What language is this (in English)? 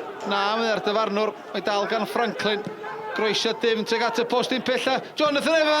Welsh